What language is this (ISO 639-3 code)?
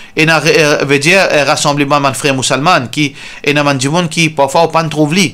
mfe